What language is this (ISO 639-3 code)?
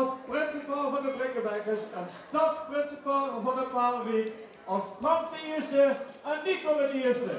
lim